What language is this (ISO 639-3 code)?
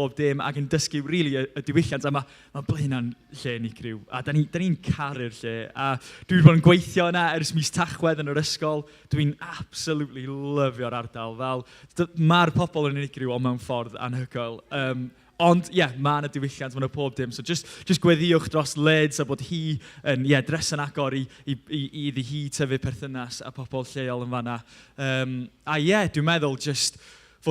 cym